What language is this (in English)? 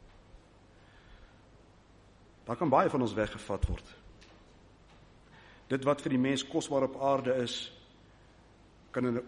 Afrikaans